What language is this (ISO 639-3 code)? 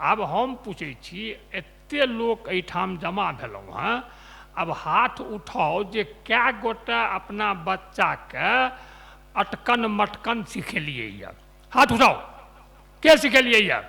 mai